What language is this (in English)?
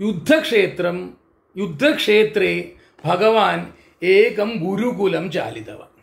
Sanskrit